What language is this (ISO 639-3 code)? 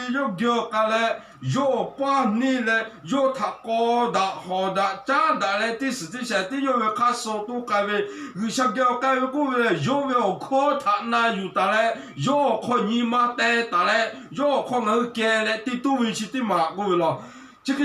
lhu